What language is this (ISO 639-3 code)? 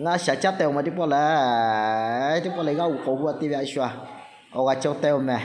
lhu